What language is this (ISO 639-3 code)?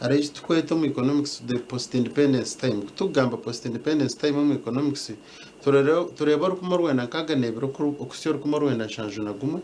nyn